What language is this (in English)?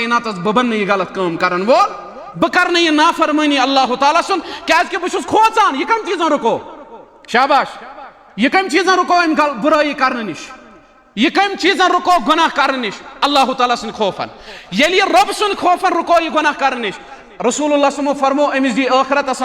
Kashmiri